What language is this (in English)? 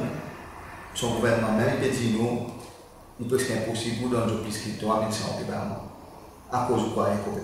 Seselwa Creole French